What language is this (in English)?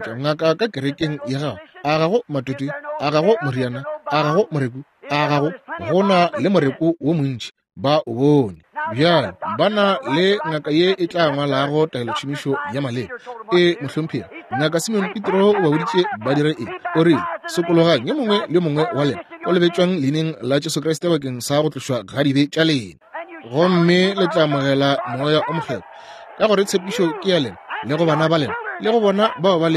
Northern Sotho